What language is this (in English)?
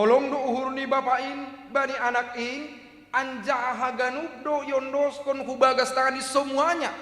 Batak Simalungun